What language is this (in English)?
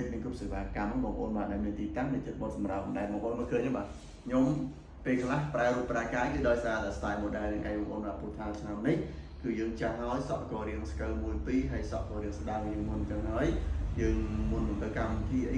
Khmer